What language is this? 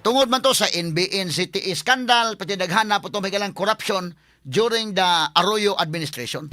Cebuano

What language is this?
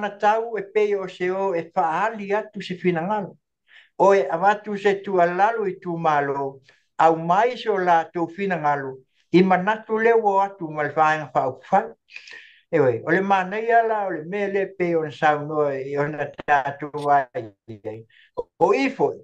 Samoan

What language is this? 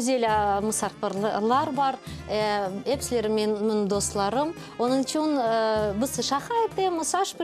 Crimean Tatar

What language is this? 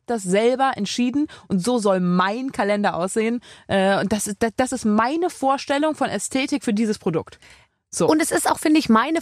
German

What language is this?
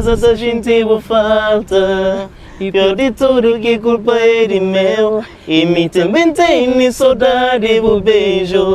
Kabuverdianu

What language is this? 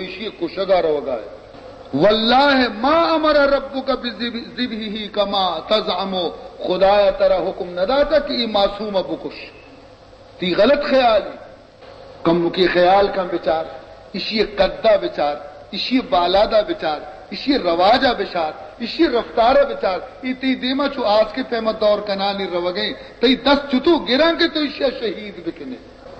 Baluchi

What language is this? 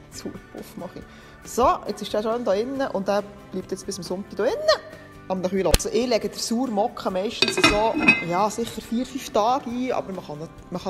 Swiss German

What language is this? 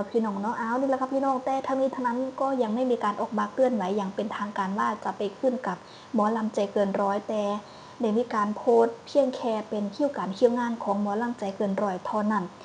Northeastern Thai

